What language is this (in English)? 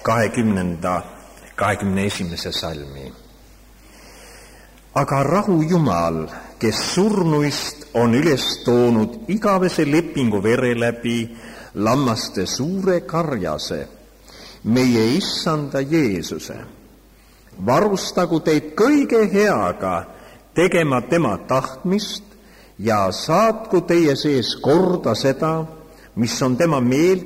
Estonian